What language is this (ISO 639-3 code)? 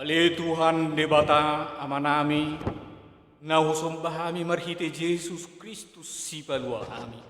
bbc